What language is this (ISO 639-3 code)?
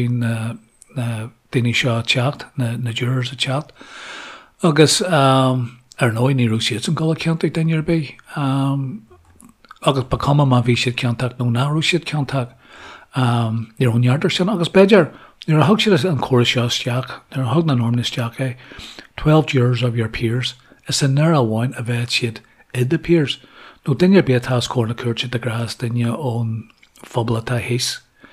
gle